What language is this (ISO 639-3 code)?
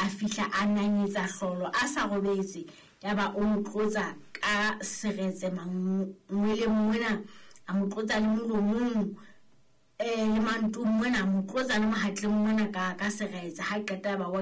sot